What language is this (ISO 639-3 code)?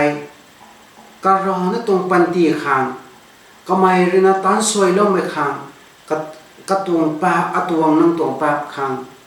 nbu